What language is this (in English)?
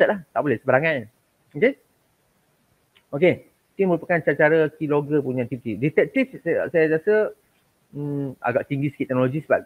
Malay